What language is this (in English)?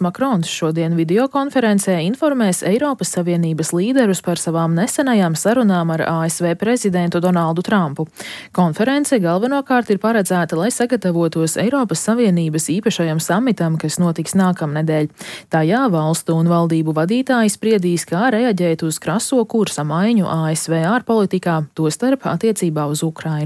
Latvian